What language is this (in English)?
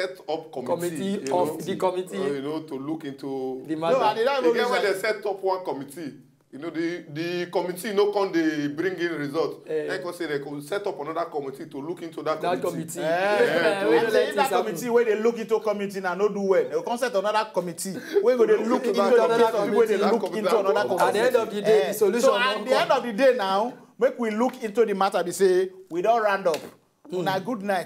Nigerian Pidgin